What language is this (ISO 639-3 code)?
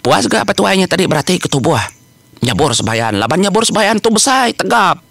iba